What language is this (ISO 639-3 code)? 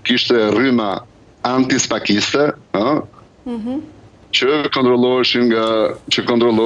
sqi